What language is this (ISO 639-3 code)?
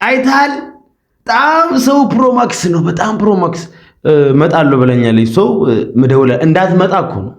amh